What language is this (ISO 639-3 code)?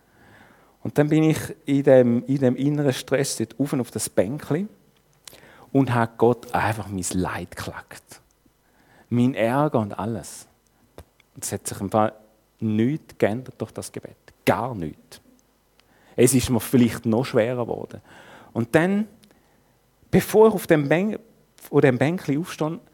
deu